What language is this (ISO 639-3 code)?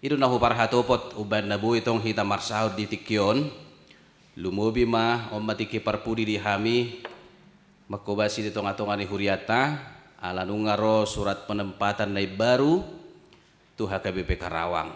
bbc